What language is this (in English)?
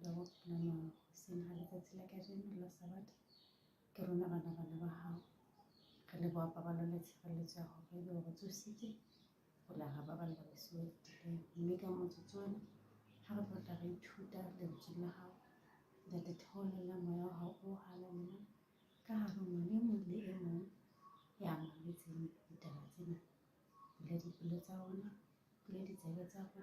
Southern Sotho